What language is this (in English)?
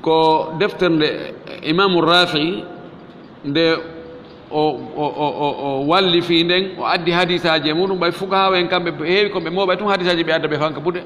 Fula